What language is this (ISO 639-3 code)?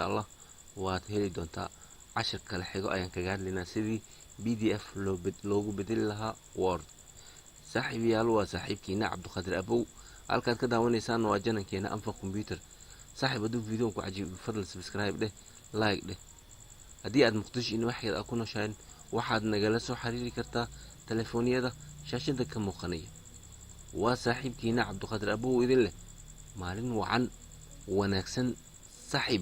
som